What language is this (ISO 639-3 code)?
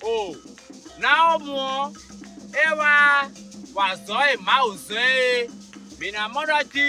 fon